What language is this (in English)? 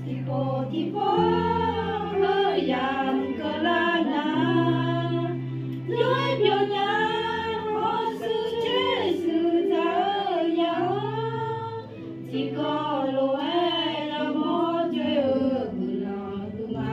Akha